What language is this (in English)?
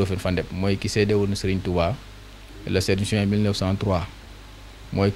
Wolof